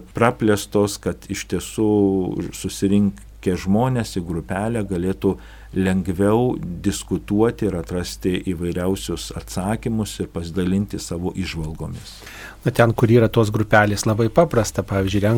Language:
Lithuanian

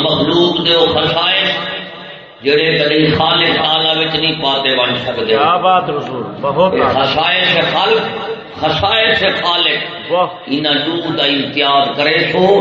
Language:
Saraiki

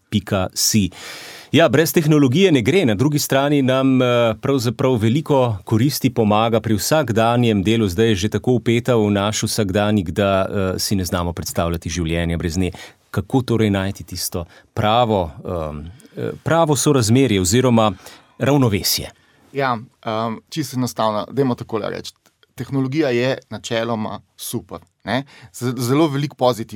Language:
Slovenian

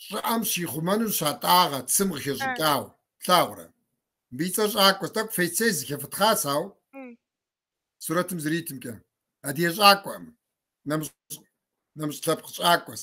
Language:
Kabardian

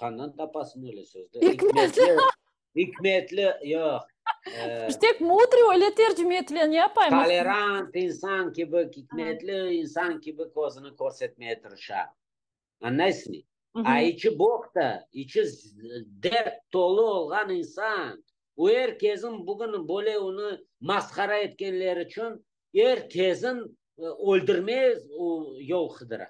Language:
Crimean Tatar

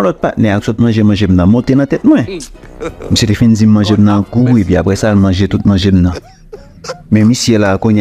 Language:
Haitian Creole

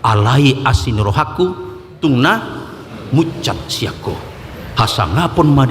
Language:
Batak Toba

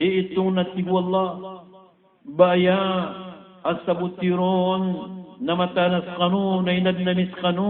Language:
Maranao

